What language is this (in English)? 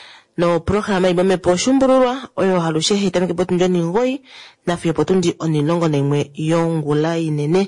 Kuanyama